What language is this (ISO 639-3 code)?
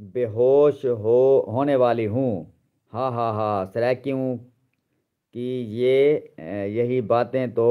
skr